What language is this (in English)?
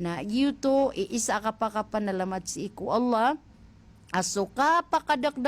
Maranao